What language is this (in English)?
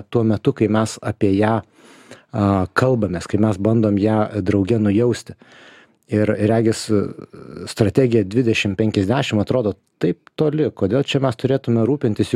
Lithuanian